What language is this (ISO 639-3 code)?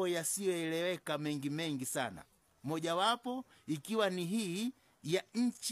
swa